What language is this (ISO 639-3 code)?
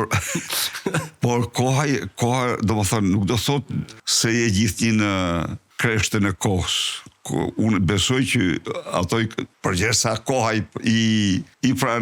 sqi